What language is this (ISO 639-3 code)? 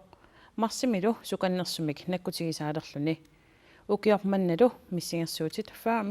kal